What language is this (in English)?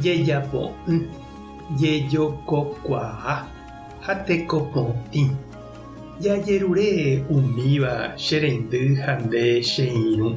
Guarani